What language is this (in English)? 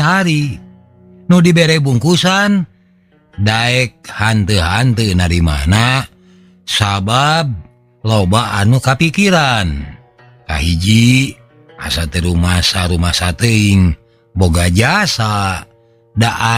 Sundanese